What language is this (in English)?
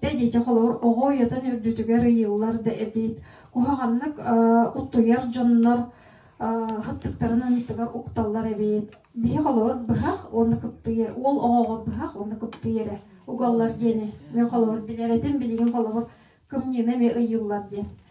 Yakut